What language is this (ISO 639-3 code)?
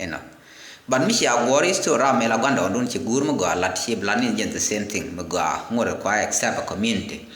nus